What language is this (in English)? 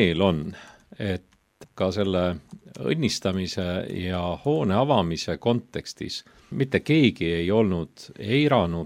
Estonian